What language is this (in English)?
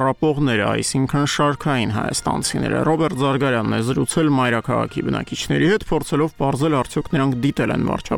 Armenian